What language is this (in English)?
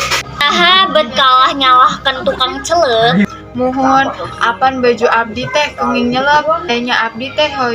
Sundanese